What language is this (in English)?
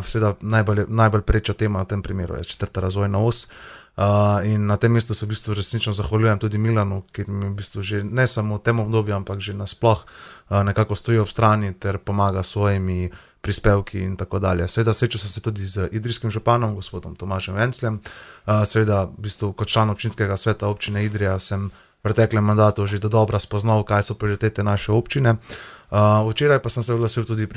Slovenian